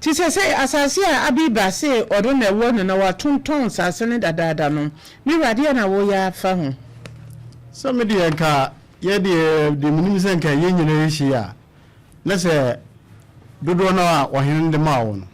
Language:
Akan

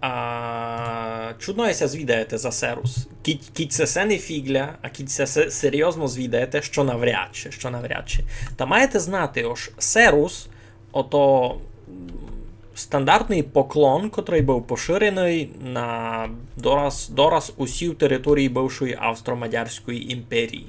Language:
Rusyn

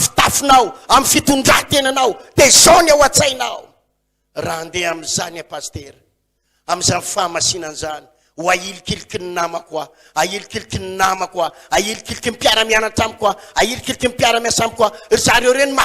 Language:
Malagasy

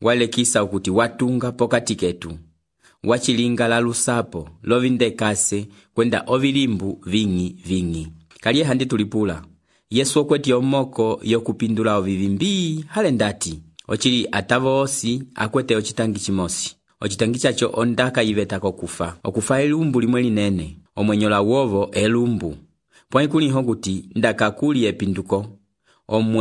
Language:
Umbundu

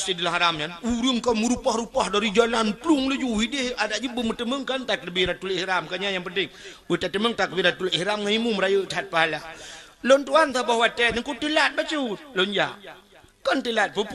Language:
Achinese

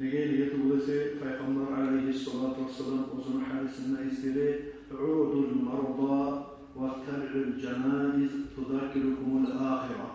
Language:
Kumyk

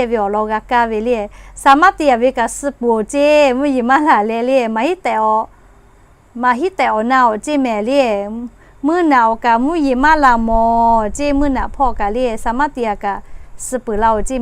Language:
Lahu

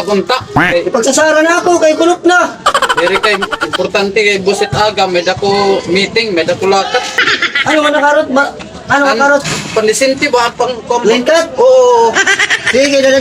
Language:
Waray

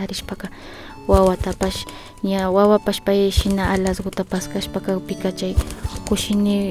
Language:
Imbabura Highland Quichua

